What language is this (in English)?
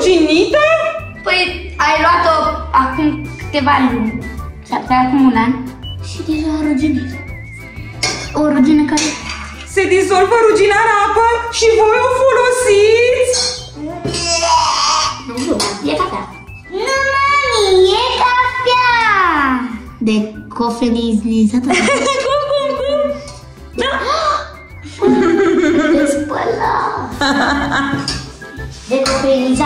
Romanian